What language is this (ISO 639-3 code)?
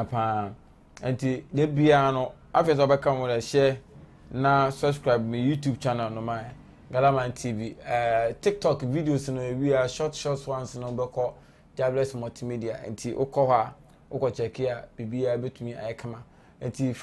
aka